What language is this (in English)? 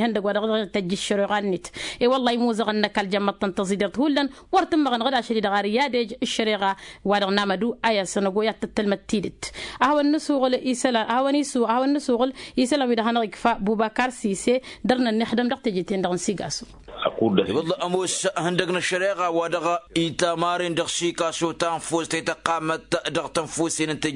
Tamasheq